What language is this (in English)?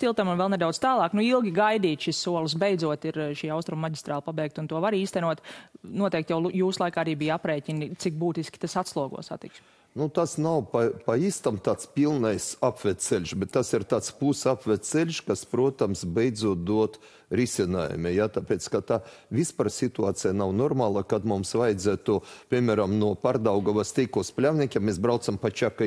Latvian